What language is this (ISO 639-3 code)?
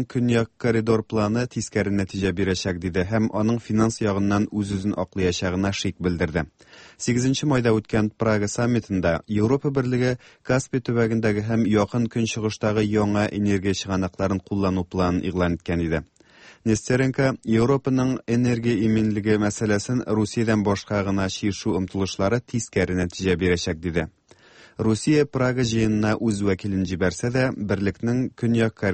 tat